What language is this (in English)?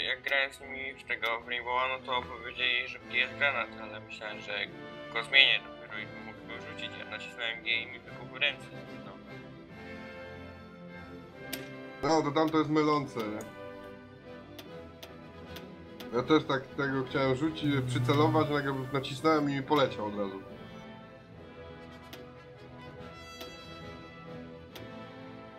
Polish